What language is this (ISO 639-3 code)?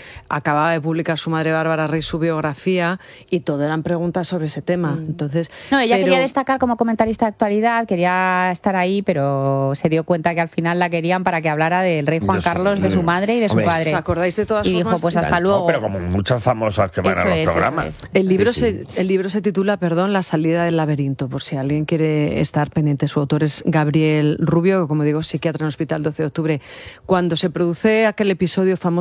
spa